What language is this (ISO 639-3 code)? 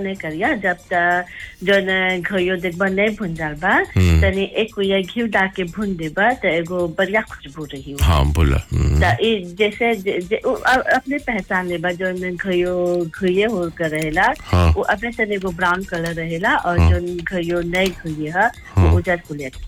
bho